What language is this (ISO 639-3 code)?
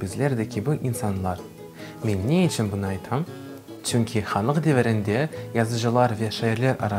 crh